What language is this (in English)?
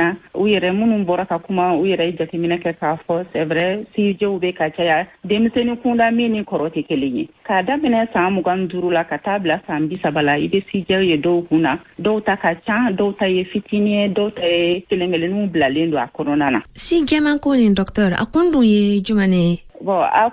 Bambara